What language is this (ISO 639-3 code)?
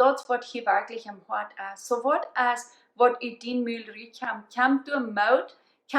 pdt